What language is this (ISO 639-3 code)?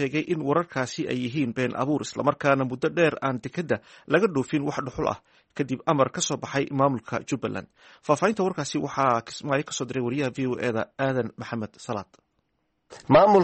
som